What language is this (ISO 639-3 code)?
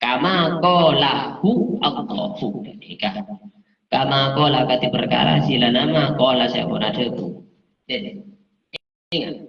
mad